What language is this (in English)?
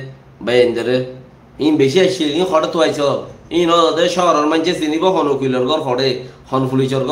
Rohingya